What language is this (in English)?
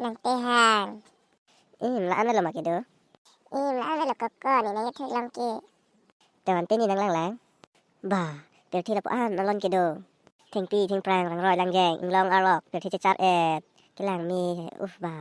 Karbi